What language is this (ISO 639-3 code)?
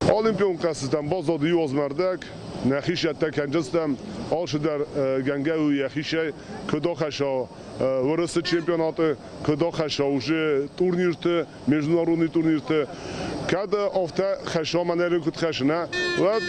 oss